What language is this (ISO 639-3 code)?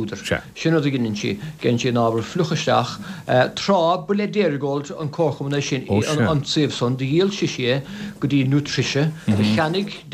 gle